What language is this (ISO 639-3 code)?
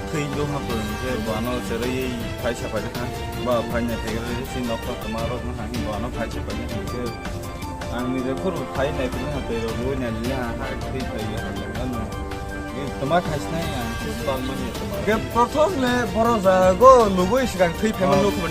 trp